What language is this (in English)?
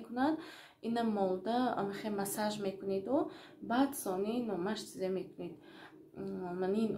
Tajik